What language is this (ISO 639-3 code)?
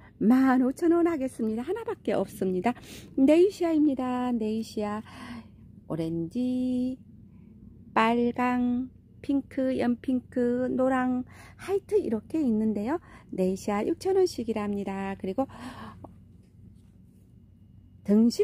kor